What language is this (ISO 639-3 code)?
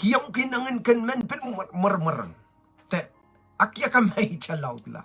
pon